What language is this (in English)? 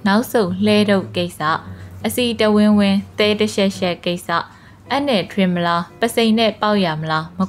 Burmese